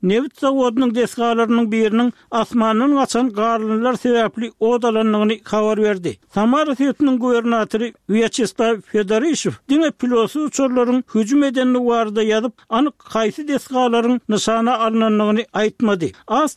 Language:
Turkmen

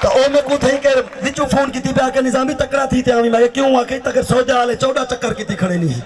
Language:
Saraiki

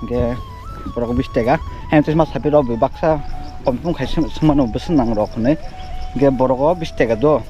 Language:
Kok Borok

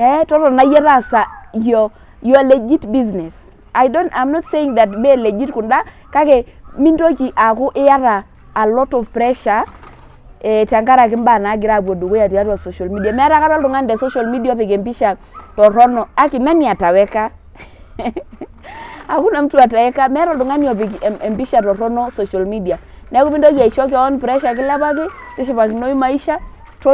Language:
Masai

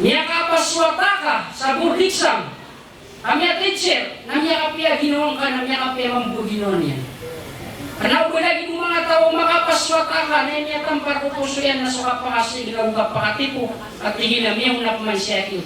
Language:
Maranao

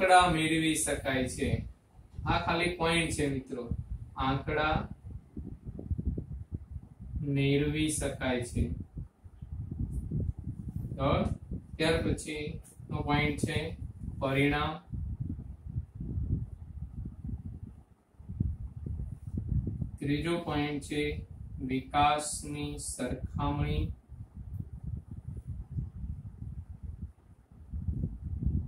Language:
Gujarati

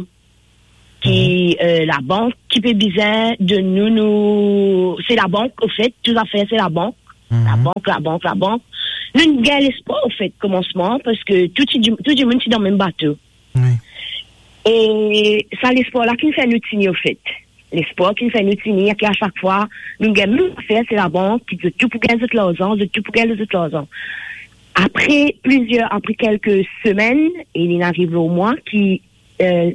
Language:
Morisyen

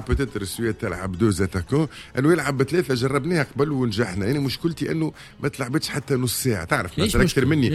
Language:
Tunisian Arabic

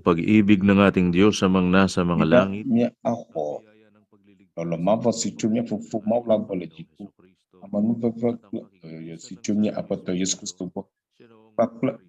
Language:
Ewe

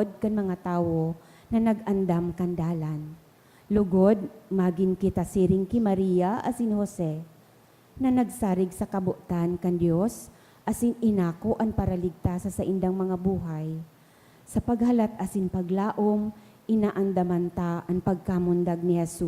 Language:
Bikol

